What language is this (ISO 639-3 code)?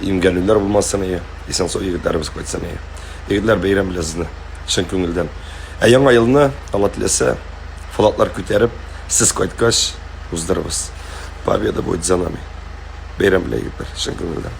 tat